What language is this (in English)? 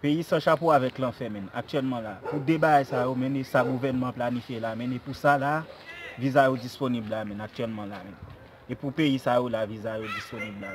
Haitian Creole